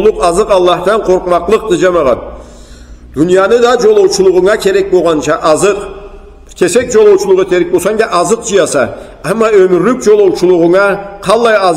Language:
Karachay-Balkar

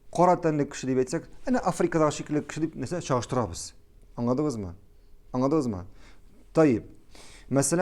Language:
Tatar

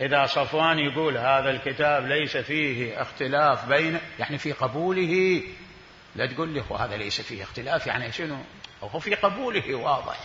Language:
Mesopotamian Arabic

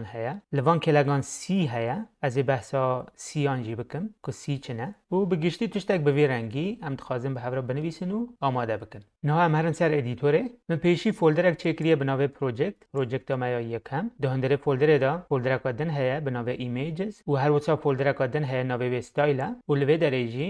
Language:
Kurdish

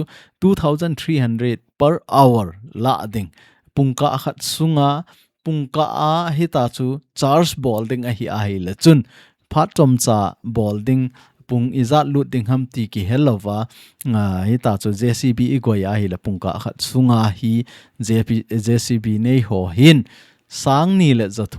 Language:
Thado Chin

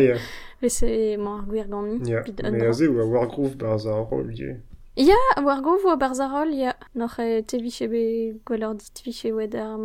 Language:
Breton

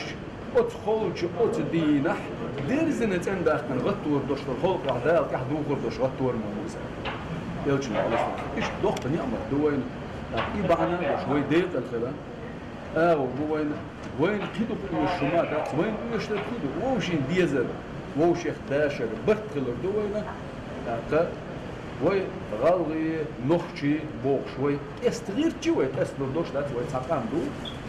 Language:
Ingush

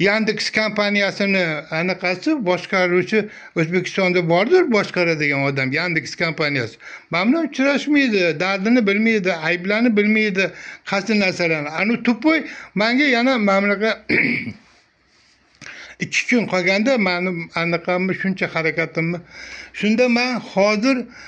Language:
Uzbek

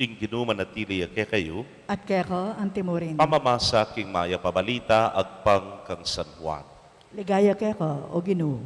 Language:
Pampanga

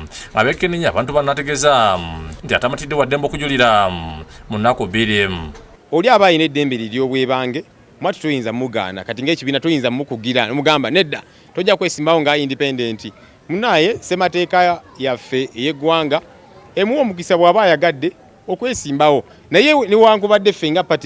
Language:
Ganda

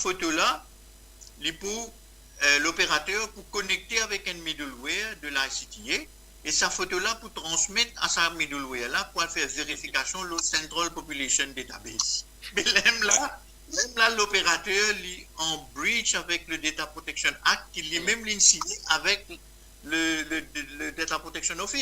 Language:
Morisyen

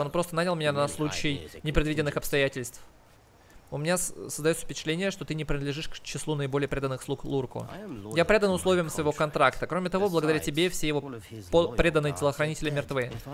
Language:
Russian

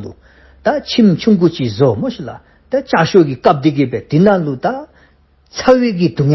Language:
Dzongkha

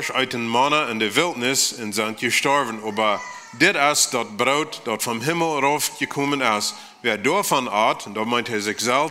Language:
Plautdietsch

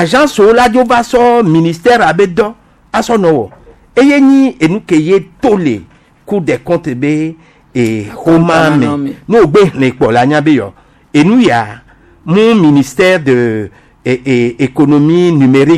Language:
Gen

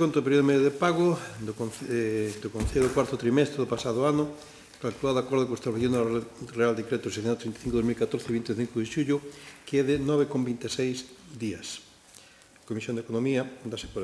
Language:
Galician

